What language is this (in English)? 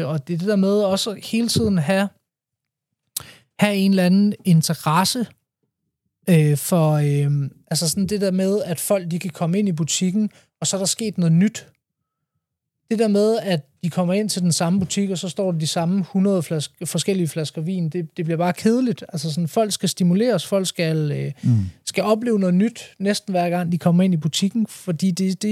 Danish